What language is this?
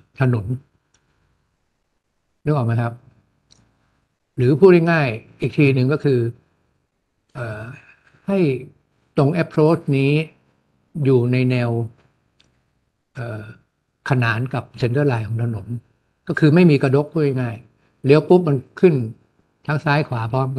Thai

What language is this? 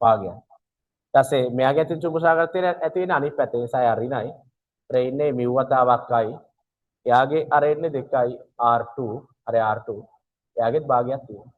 Sinhala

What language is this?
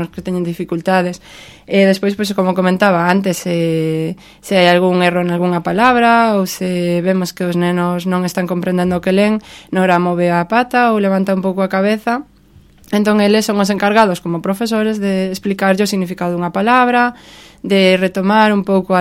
Galician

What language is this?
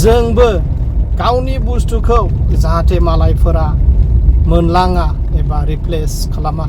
Bodo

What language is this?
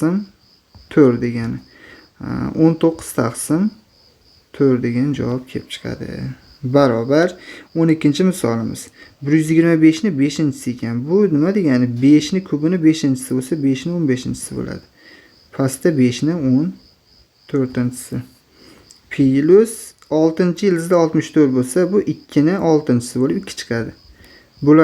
Uzbek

